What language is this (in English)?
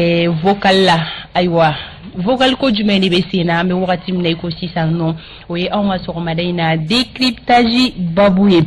Bambara